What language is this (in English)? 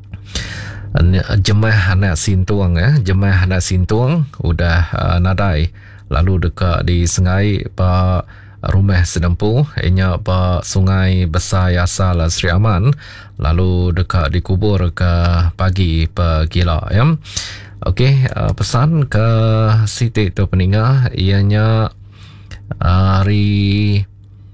Iban